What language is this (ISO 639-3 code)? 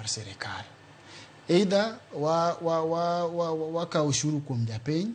luo